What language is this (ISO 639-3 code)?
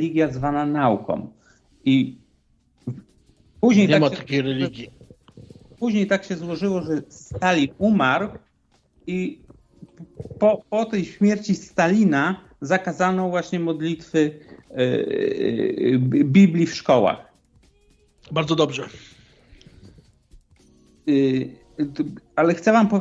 pol